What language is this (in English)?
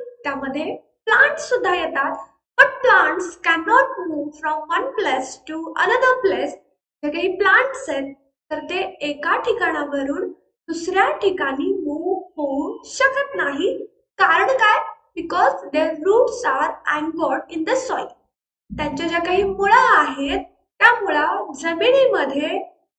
Marathi